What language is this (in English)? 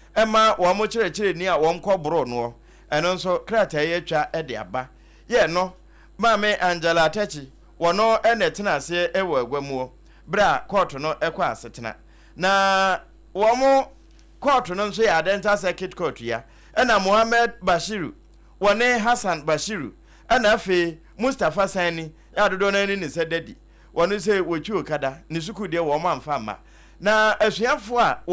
Akan